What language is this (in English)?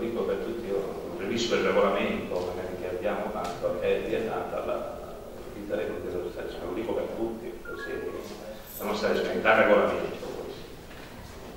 Italian